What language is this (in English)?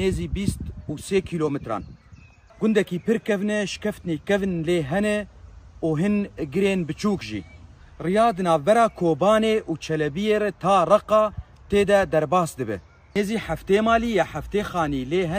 Kurdish